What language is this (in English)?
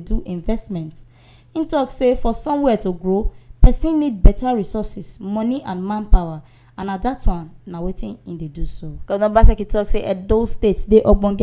Nigerian Pidgin